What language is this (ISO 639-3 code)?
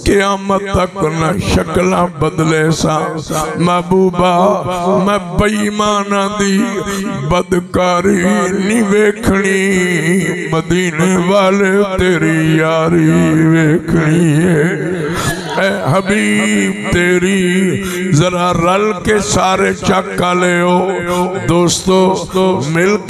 skr